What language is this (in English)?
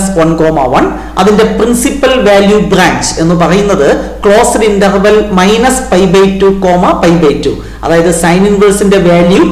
Malayalam